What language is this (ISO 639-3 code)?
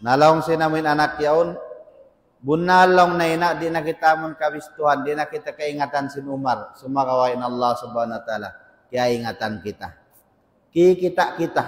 tsg